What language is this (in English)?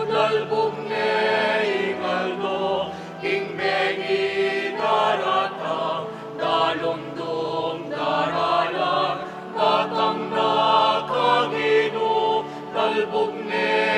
Pampanga